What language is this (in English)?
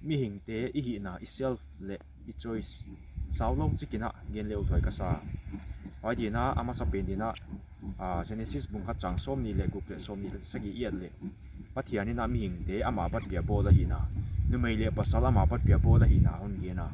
Paite Chin